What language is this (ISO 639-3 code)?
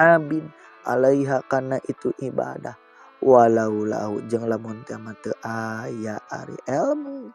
sun